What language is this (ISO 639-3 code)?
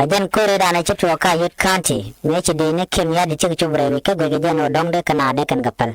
nus